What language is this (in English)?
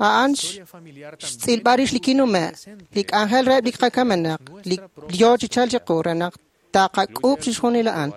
Kekchí